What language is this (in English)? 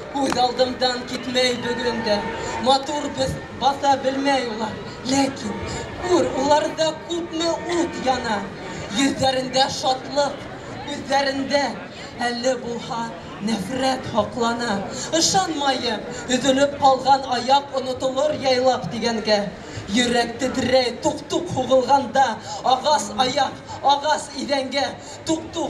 Bashkir